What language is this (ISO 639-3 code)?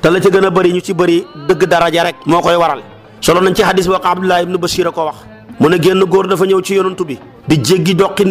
wol